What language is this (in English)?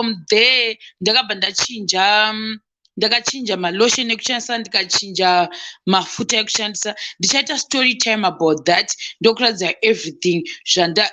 Shona